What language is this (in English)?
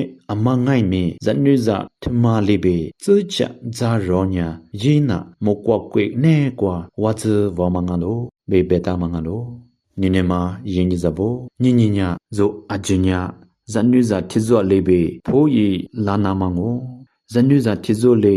Lisu